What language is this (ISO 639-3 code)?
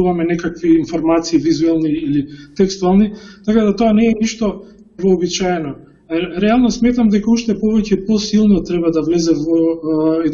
mkd